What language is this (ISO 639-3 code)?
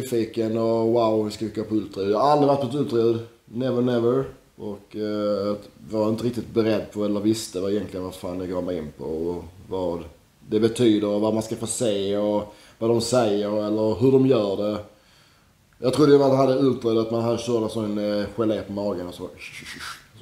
swe